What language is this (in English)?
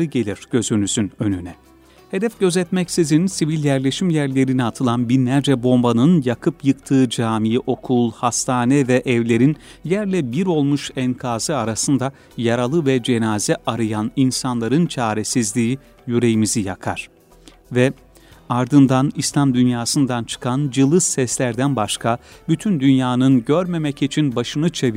Turkish